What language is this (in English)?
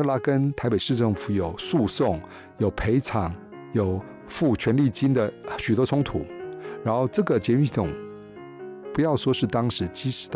Chinese